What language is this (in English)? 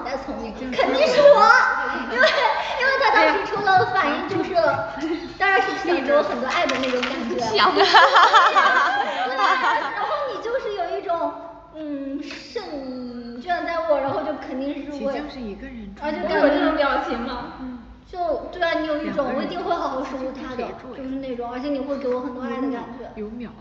Chinese